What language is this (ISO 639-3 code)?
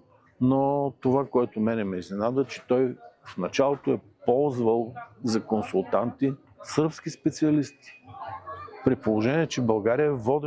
bul